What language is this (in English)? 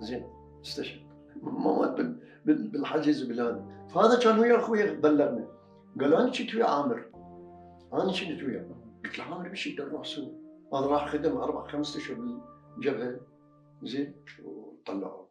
Mesopotamian Arabic